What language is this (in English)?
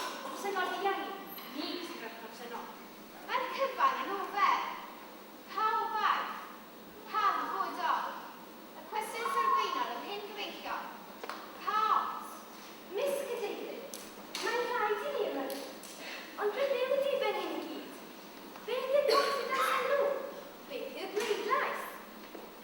Welsh